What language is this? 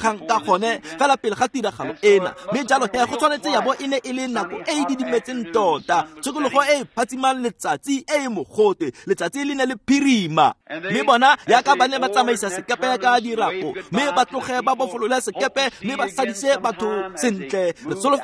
Tswana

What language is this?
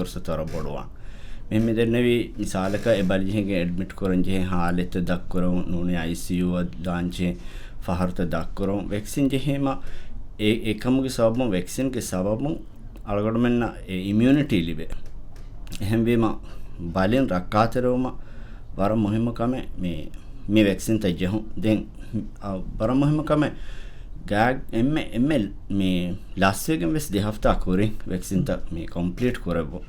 Divehi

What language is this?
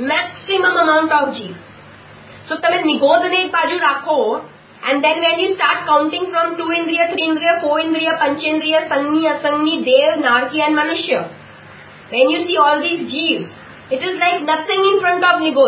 Gujarati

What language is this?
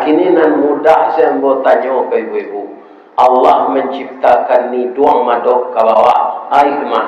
Minangkabau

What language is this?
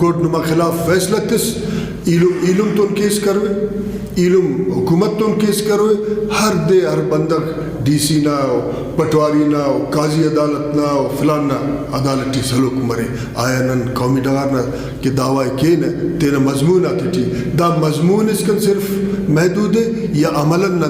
Brahui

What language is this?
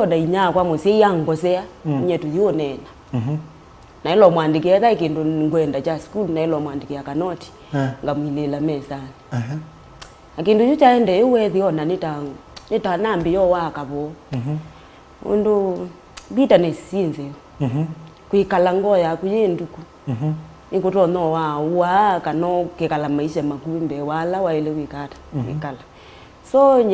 Kamba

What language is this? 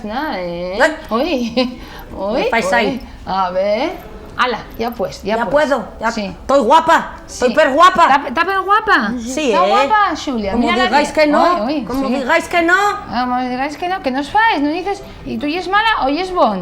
Asturian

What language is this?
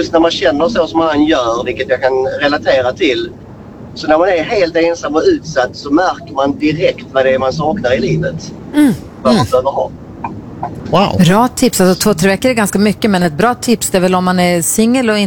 Swedish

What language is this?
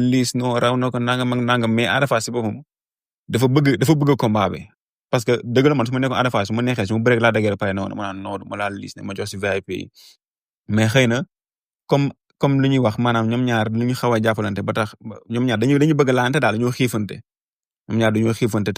Wolof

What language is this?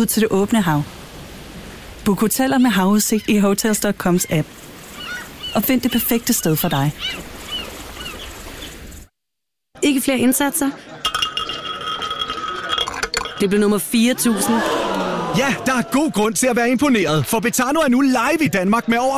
Danish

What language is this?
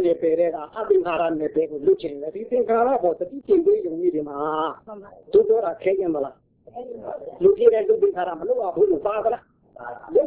Burmese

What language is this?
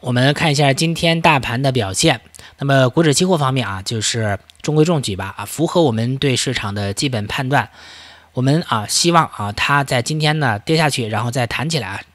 Chinese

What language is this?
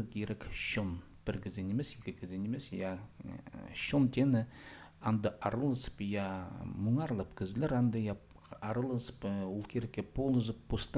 Khakas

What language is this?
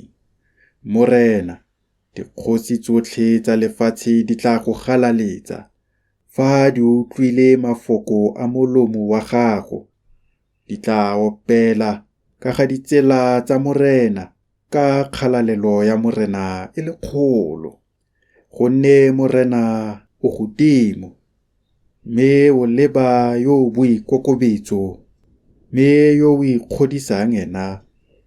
Tswana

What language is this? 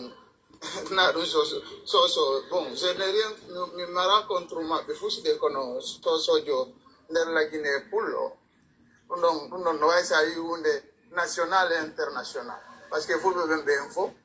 Pular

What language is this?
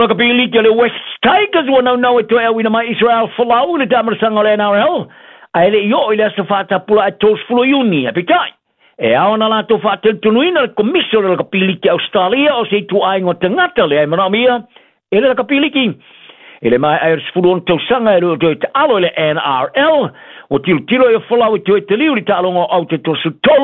Samoan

